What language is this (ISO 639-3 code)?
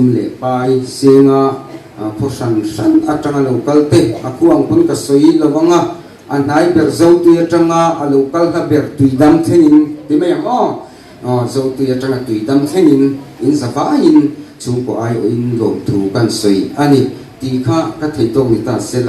lus